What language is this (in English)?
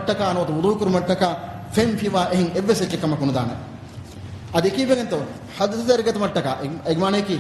Divehi